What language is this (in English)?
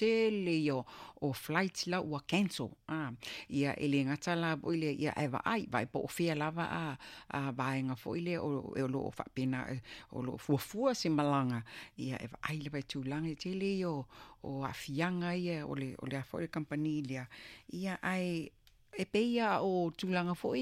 Samoan